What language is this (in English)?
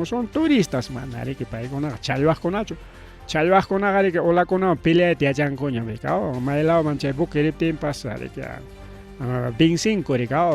Ayacucho Quechua